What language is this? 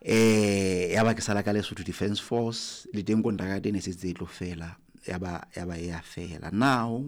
Southern Sotho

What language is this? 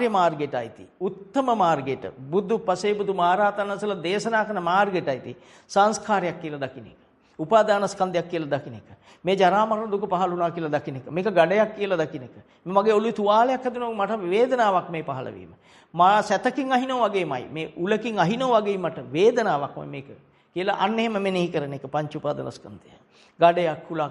Sinhala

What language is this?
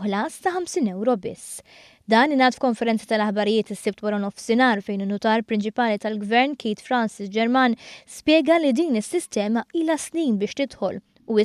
Maltese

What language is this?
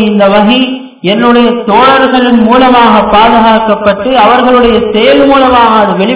Tamil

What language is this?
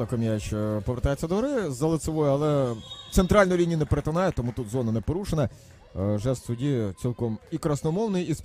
Ukrainian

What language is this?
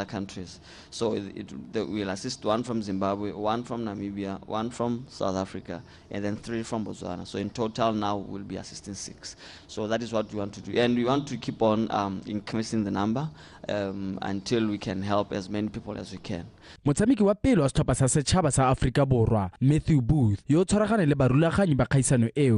Tswana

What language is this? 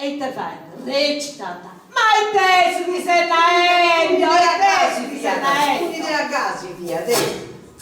Sardinian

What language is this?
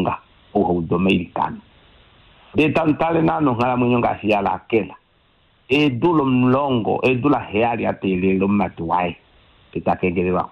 Kuanyama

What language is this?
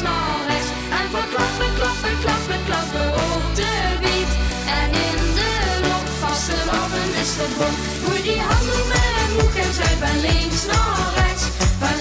Limburgish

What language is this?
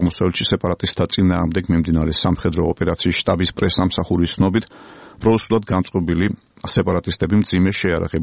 Georgian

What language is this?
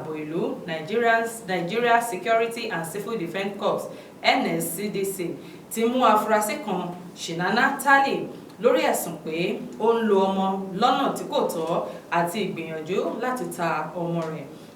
Yoruba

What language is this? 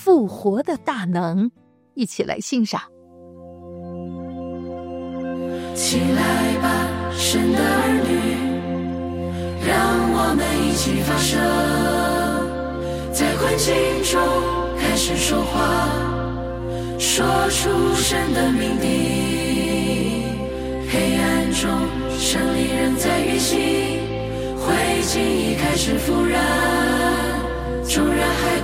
Chinese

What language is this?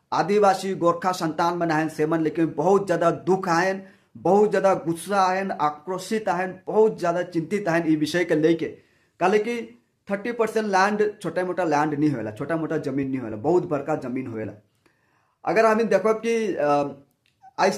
Sadri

